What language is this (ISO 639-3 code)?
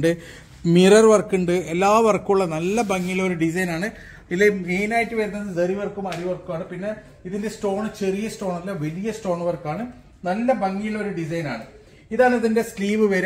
mal